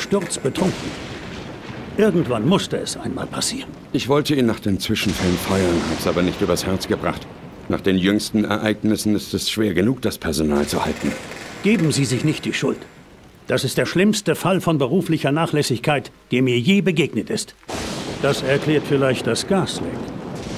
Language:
Bavarian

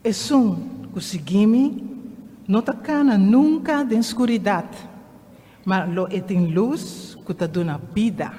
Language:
Papiamento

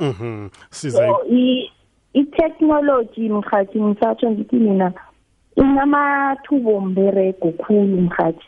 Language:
South Ndebele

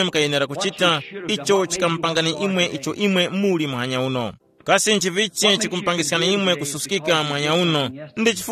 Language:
Tumbuka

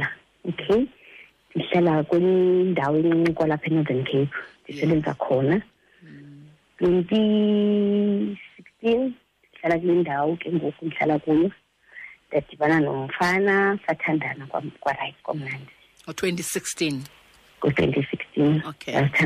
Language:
Xhosa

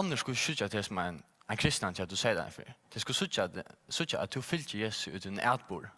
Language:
Faroese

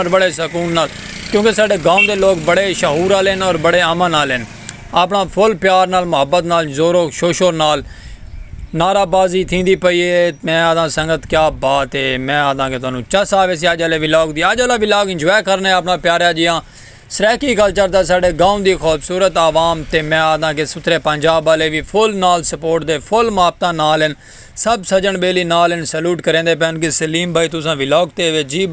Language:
Saraiki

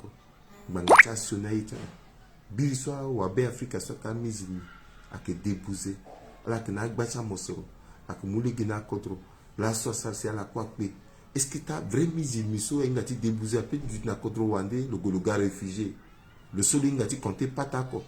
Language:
Sango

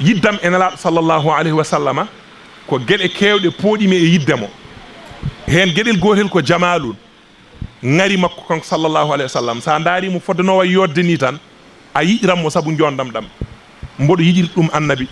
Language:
Fula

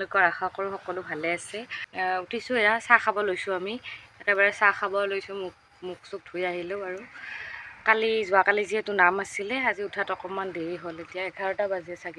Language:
Assamese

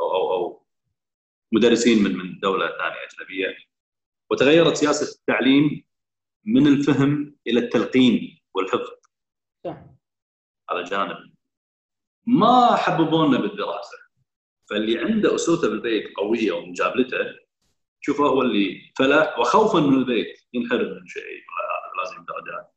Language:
Gulf Arabic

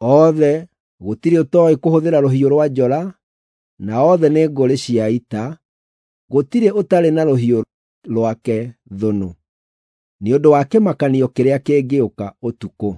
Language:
Kikuyu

